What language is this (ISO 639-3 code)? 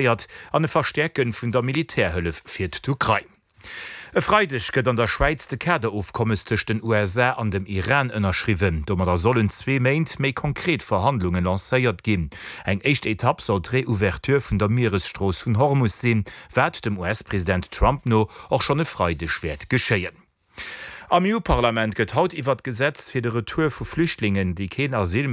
ltz